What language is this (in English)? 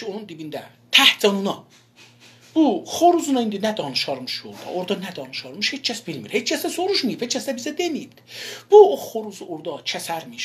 South Azerbaijani